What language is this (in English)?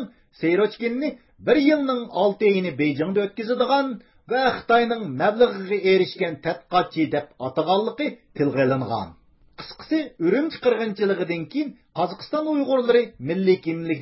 Uyghur